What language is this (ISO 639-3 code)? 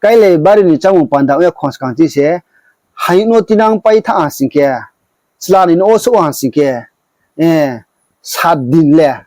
ria